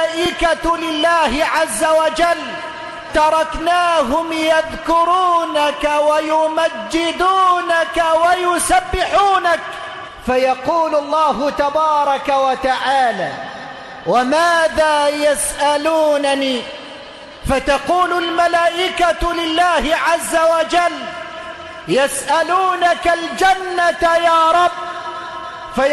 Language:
Arabic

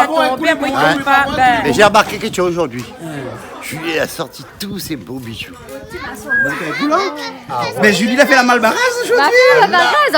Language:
Réunion Creole French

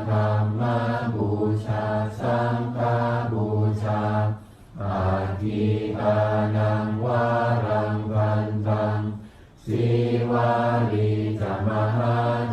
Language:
Pali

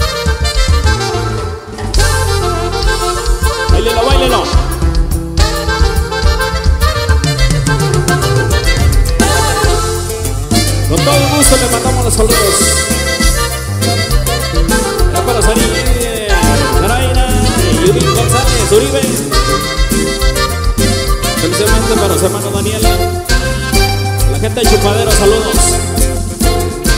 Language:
Spanish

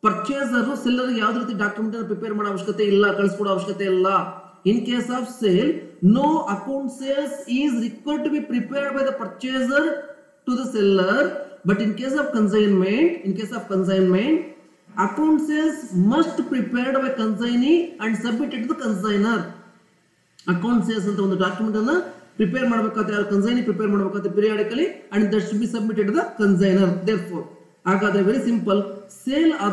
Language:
Kannada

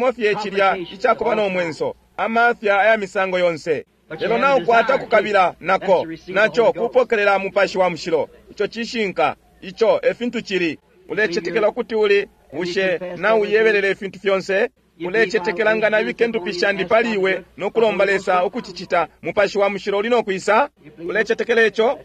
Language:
Bemba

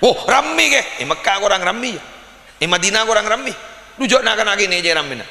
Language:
Madurese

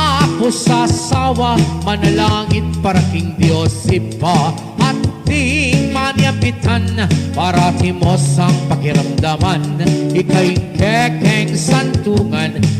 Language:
Pampanga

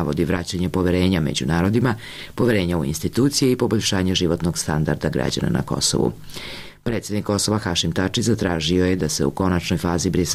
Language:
Serbian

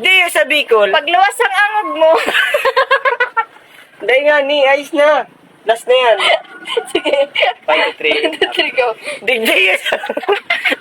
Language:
Bikol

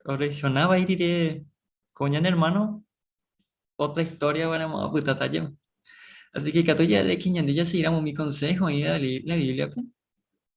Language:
Guarani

